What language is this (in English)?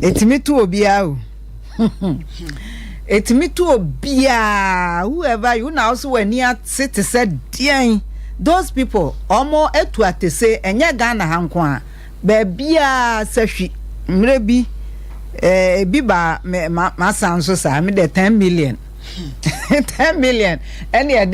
Akan